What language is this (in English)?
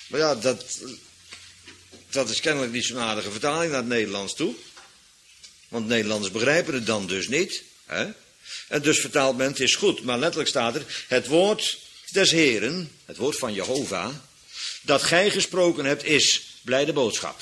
Dutch